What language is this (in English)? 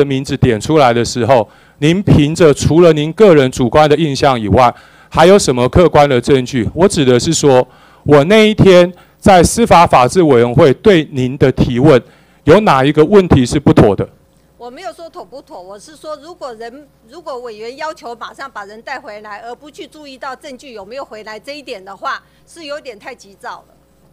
Chinese